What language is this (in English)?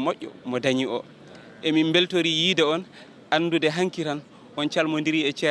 Fula